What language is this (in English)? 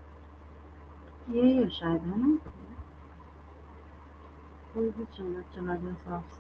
Hindi